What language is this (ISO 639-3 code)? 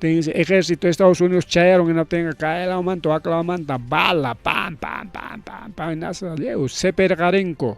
quy